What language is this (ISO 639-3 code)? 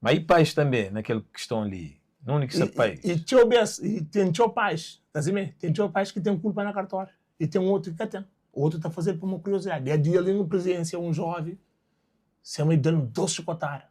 kea